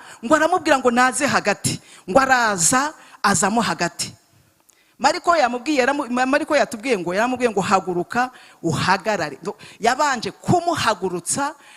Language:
Kinyarwanda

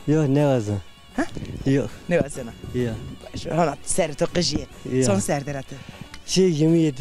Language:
Zaza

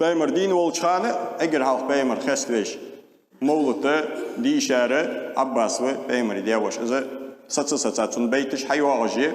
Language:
Ingush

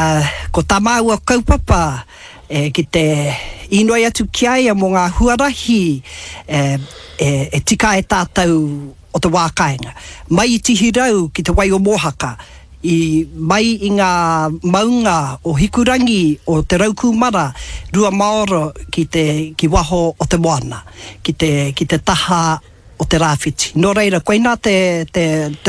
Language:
Māori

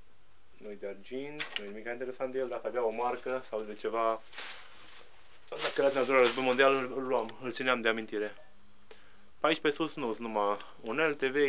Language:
Romanian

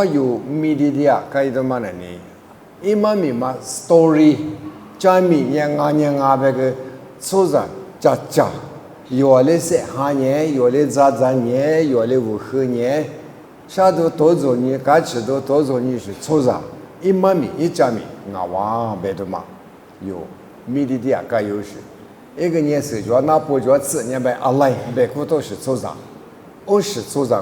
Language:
Lisu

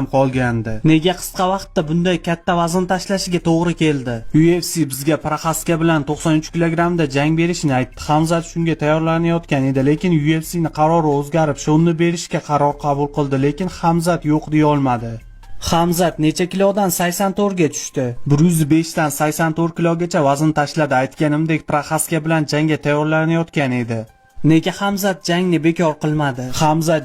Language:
Uzbek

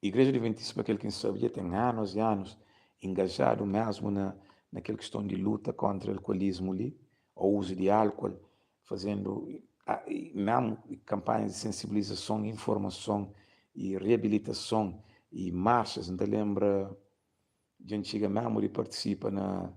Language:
Kabuverdianu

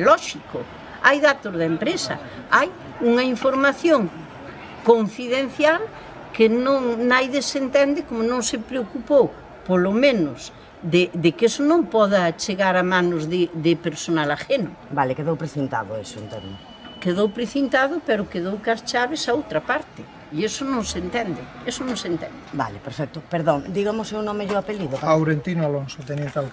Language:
Galician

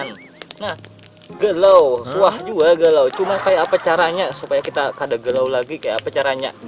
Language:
Banjar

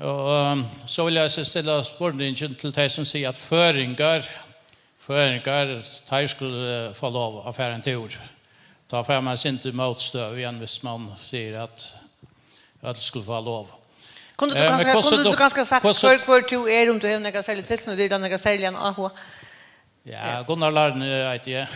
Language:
Faroese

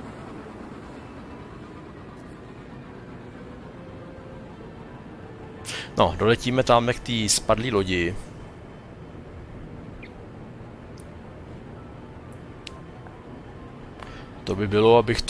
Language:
Czech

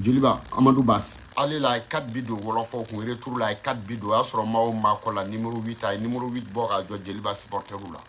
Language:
Bambara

